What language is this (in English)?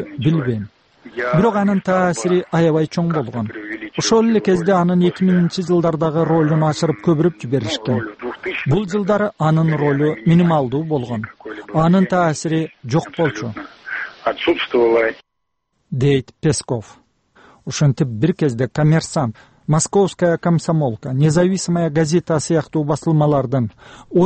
Kyrgyz